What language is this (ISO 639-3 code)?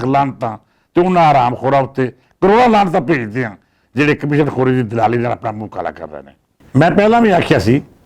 lah